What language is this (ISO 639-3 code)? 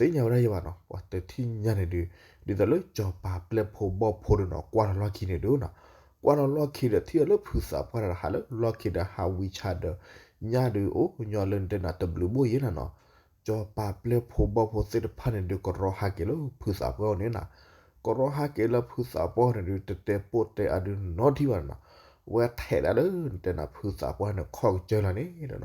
ksw